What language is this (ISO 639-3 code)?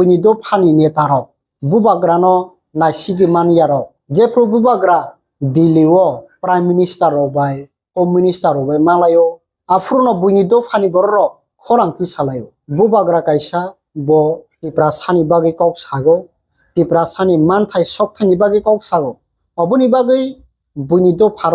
trp